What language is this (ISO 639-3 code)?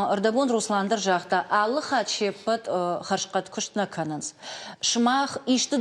oss